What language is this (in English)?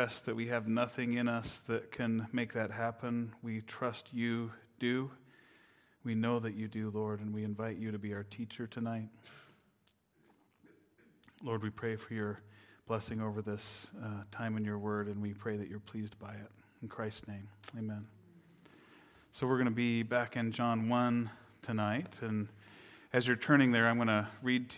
English